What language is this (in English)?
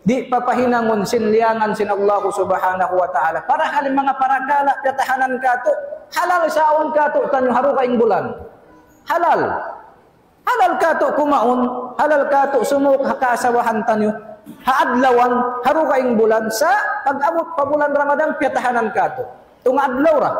Tausug